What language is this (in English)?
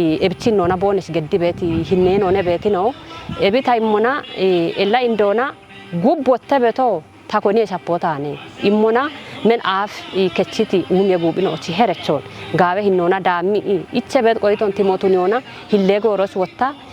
Kafa